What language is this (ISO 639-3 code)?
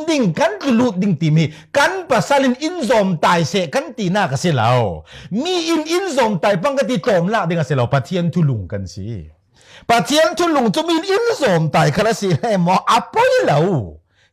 cfm